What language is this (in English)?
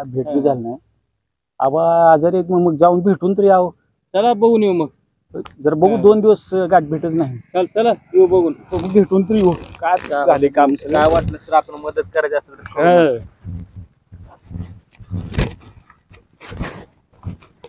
Marathi